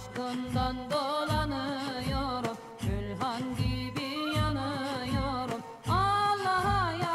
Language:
Turkish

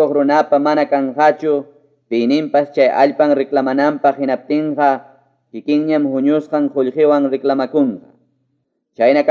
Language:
Ayacucho Quechua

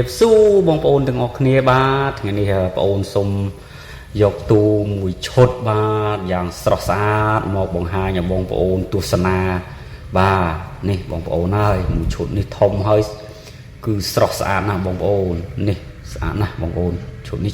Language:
Khmer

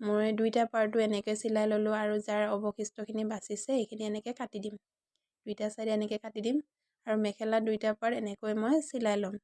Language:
Assamese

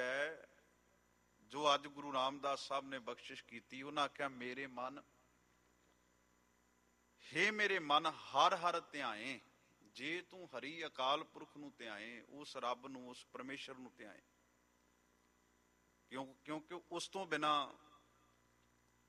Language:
Punjabi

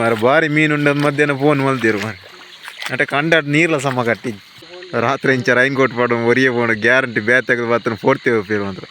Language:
Tulu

